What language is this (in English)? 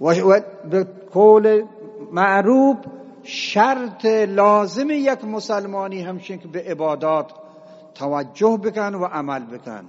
Eastern Balochi